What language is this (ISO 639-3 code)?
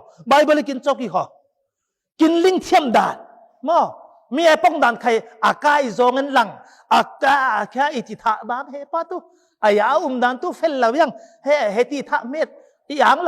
cfm